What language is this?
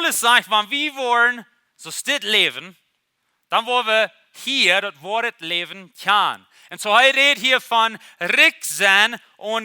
Plautdietsch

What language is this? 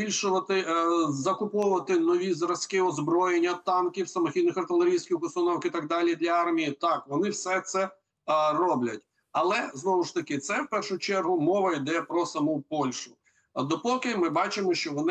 Ukrainian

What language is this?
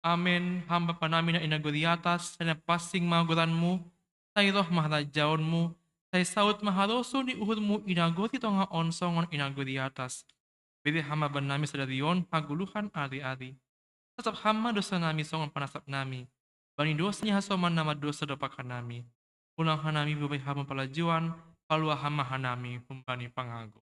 Batak Simalungun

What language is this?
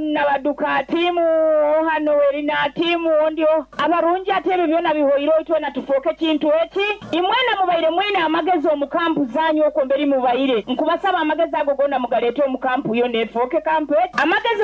Nyoro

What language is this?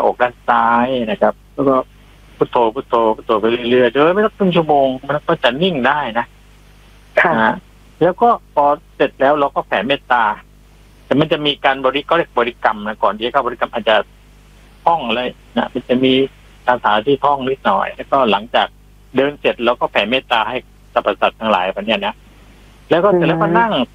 Thai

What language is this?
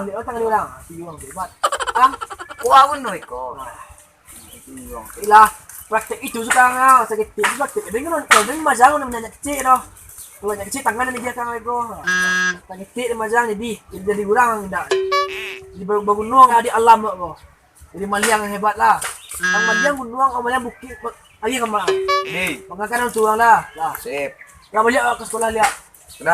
Minangkabau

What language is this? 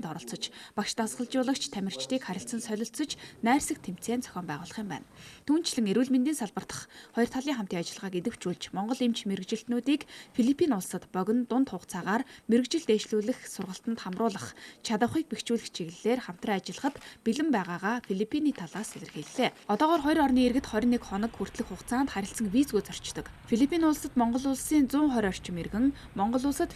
Mongolian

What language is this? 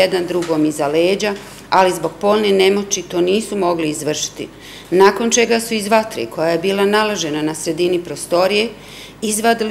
Bosnian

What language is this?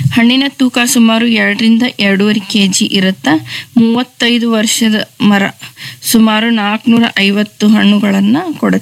Kannada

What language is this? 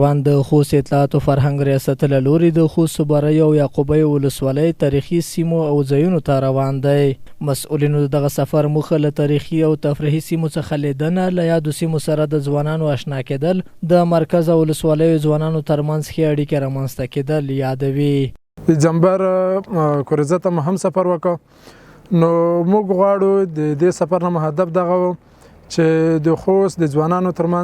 Pashto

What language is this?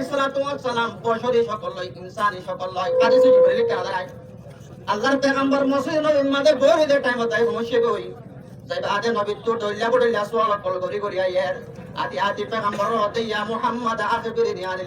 Rohingya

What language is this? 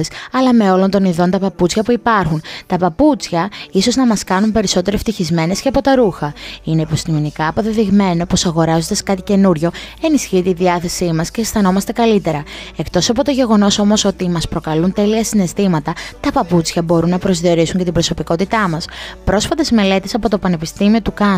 Greek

